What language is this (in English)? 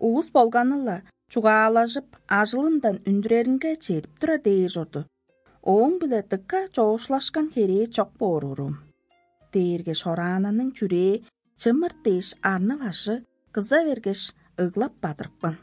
Tuvinian